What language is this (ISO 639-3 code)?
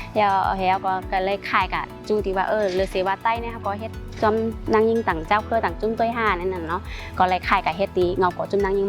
shn